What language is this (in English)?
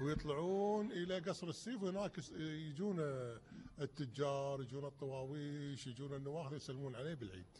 Gulf Arabic